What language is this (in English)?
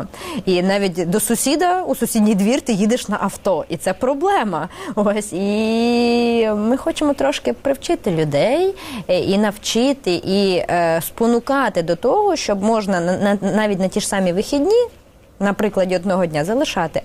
Ukrainian